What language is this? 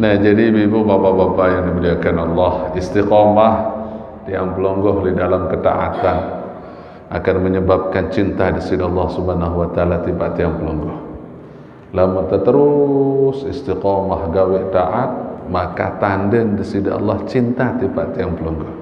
Sasak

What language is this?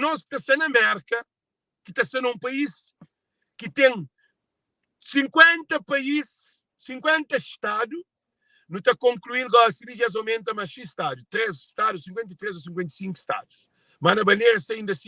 Kabuverdianu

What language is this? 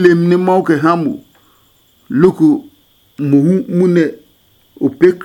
Adangme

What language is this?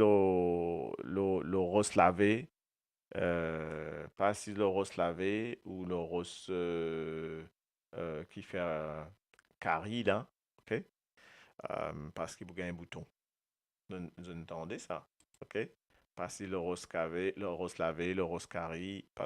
Morisyen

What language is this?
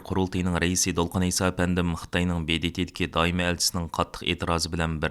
Uyghur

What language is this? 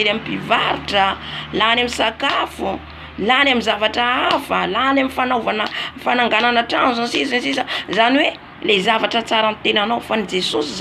Malagasy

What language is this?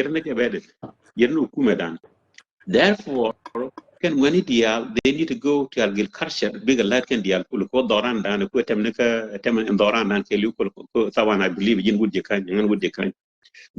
Nuer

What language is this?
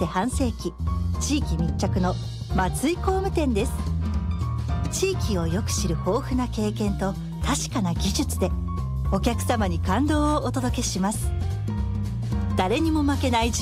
Japanese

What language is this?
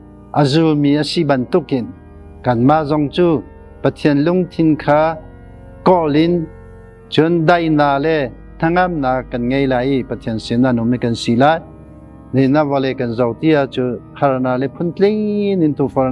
Hakha Chin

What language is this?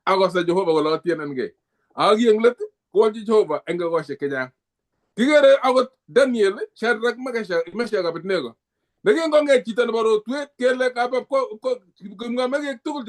Kalenjin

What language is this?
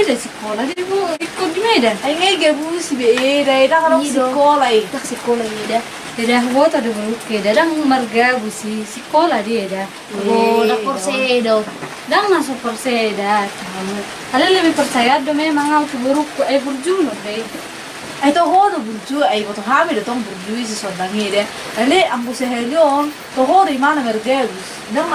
Batak Toba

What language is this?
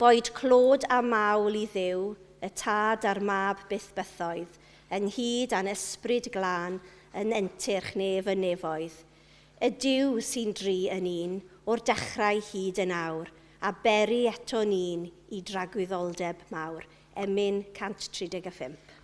Welsh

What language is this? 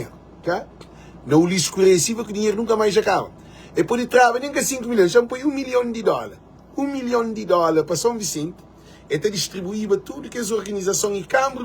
Kabuverdianu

